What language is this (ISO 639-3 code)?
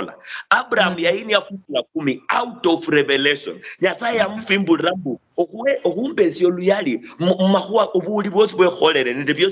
luy